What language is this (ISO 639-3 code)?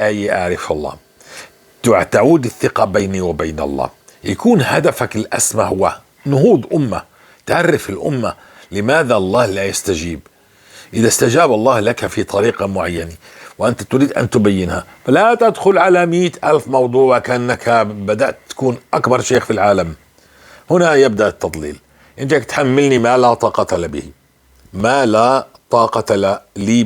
apc